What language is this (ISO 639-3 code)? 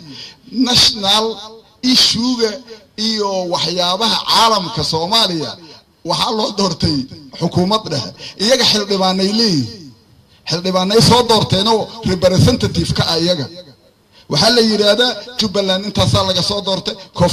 som